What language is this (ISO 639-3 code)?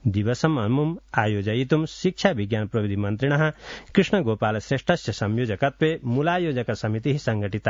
san